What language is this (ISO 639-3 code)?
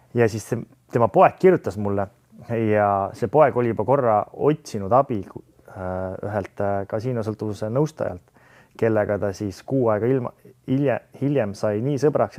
est